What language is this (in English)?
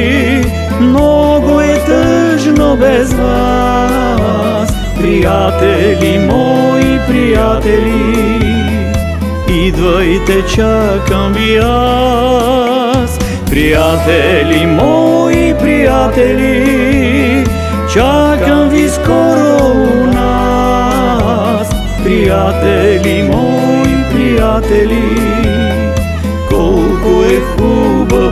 Bulgarian